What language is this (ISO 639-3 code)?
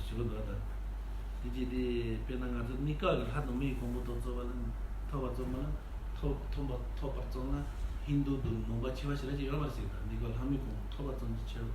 bod